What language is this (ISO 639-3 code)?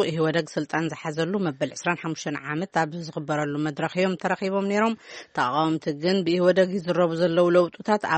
tir